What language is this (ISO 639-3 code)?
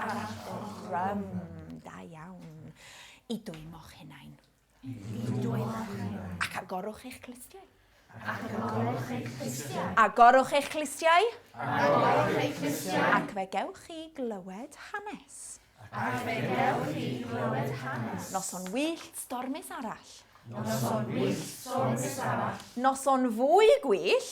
cym